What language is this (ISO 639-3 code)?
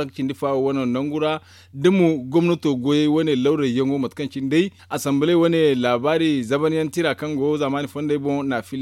dje